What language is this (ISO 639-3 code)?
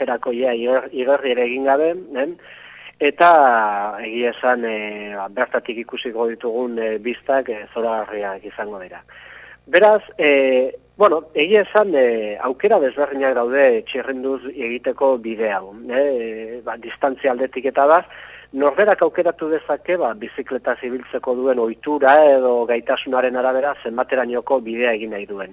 eus